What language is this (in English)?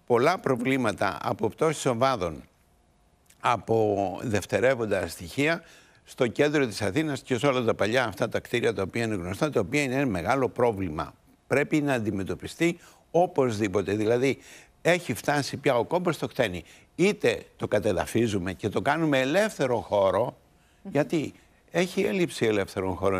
Greek